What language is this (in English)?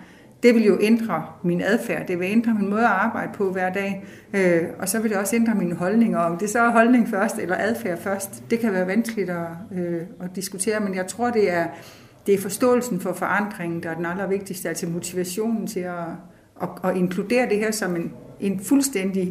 Danish